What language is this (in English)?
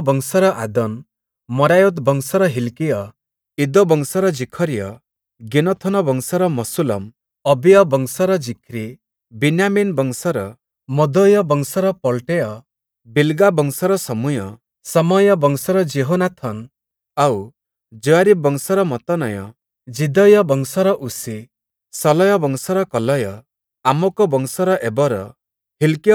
Odia